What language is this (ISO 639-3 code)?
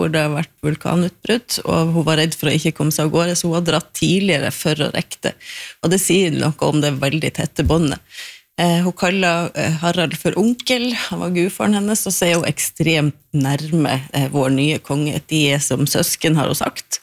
nor